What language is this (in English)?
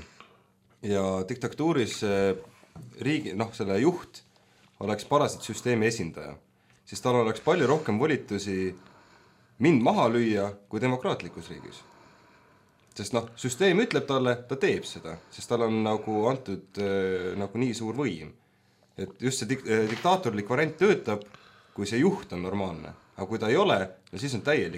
Estonian